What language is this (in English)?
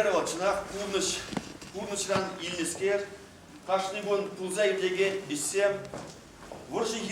Chuvash